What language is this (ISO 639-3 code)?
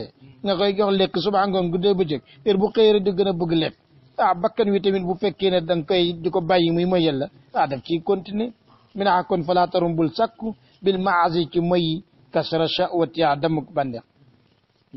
wol